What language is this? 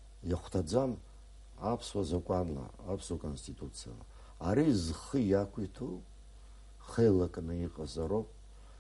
Abkhazian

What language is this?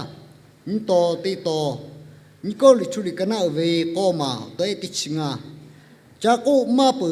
Lahu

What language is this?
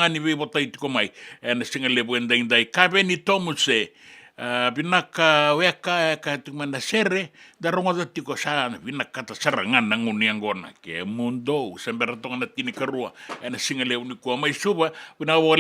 Fijian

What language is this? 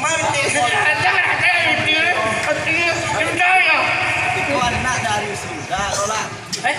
Minangkabau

